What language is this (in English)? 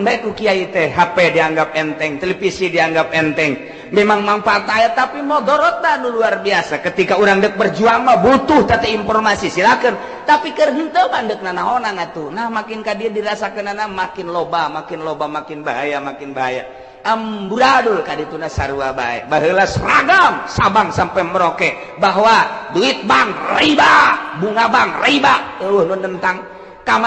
Sundanese